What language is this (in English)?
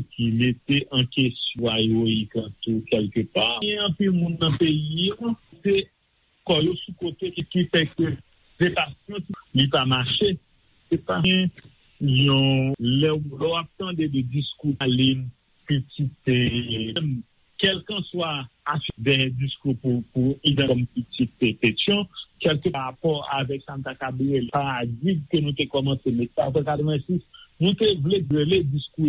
Haitian Creole